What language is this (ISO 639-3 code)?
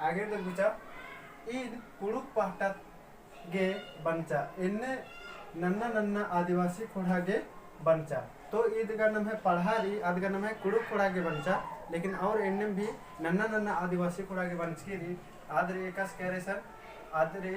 kru